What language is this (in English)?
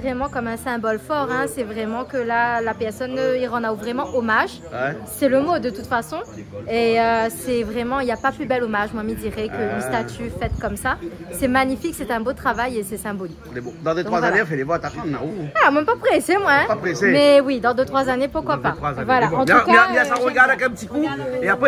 Réunion Creole French